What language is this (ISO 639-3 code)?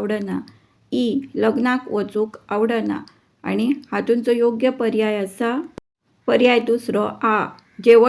kok